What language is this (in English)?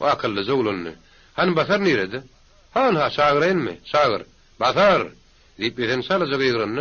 Turkmen